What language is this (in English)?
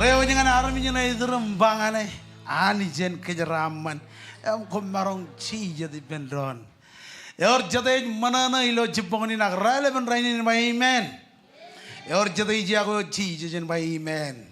Marshallese